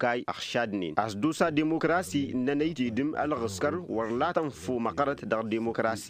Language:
Tamasheq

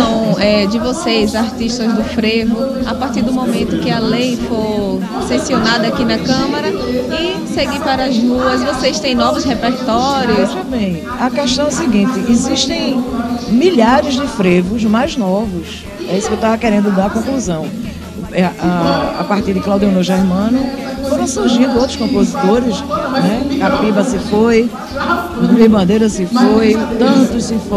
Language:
Portuguese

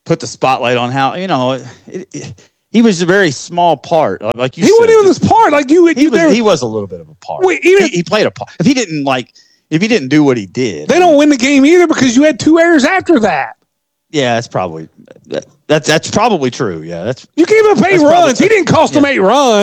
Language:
English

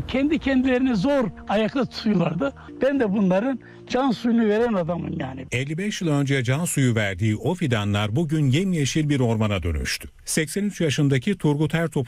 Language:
Turkish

